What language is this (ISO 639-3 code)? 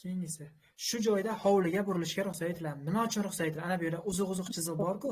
uzb